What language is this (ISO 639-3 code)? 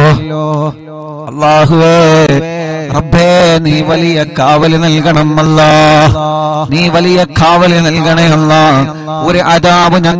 mal